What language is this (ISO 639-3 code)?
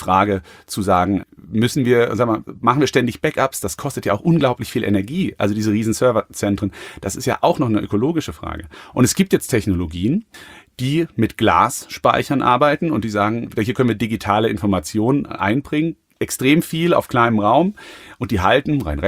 deu